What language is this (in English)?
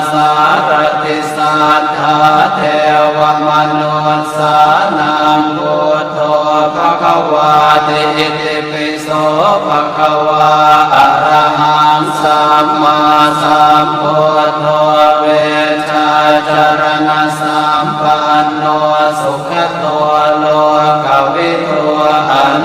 Pali